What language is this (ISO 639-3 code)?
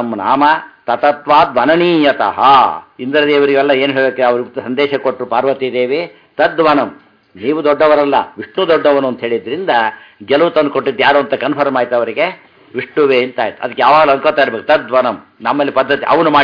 kan